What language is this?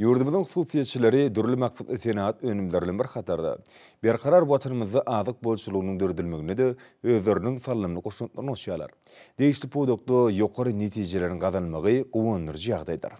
Turkmen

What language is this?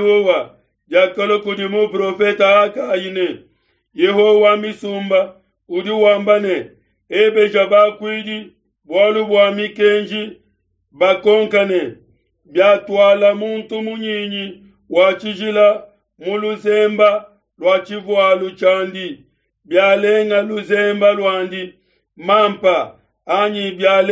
Luba-Lulua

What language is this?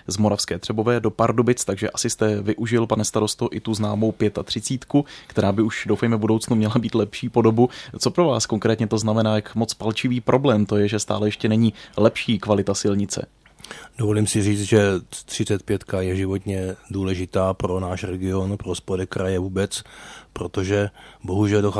Czech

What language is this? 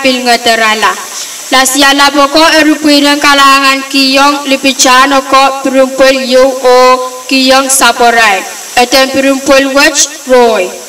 Pohnpeian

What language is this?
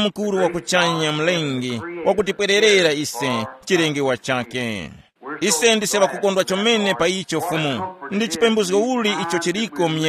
Tumbuka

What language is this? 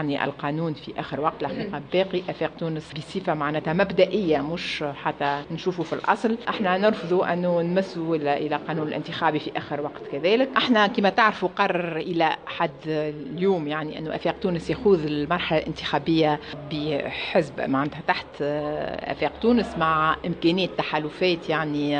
Tunisian Arabic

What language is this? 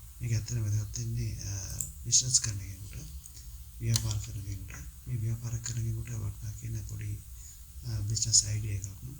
Sinhala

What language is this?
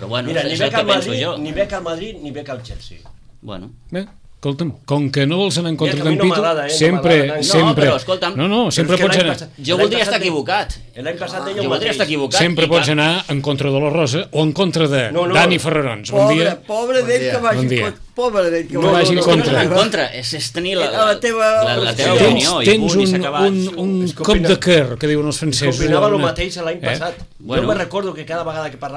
Catalan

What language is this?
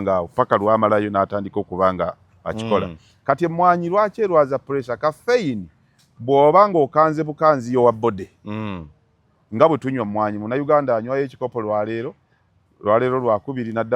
Ganda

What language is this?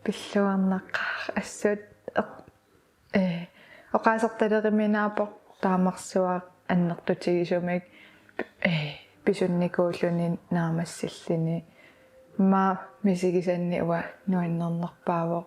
Kalaallisut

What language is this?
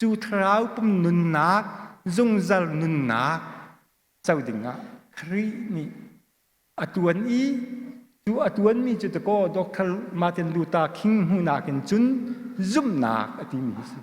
Hakha Chin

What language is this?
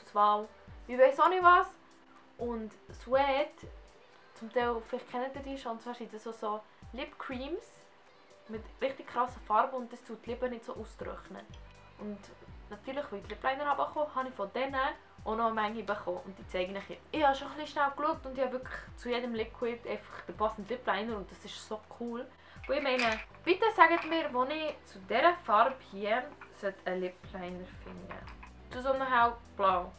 Swiss German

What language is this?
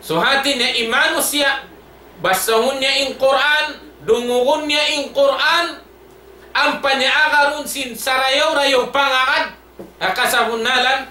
Tausug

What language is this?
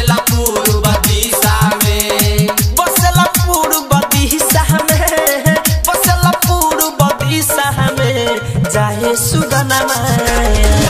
Bhojpuri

